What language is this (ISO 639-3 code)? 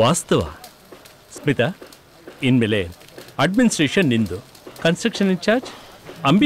kan